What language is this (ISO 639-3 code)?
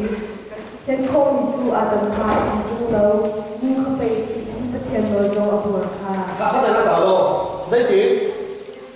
cnh